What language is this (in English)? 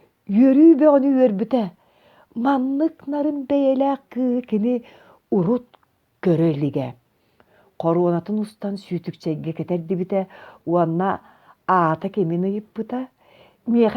Yakut